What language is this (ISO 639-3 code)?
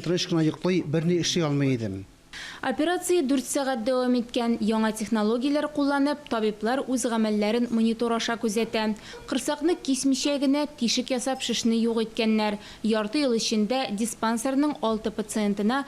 tat